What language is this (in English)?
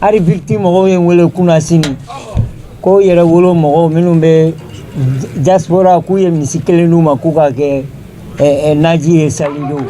Bambara